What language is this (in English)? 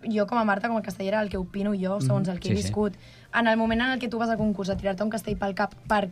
Catalan